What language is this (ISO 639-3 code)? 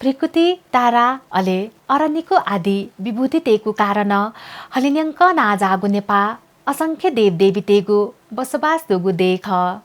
new